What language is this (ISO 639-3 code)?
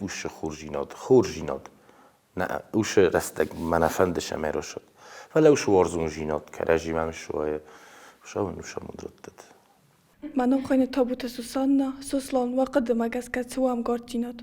oss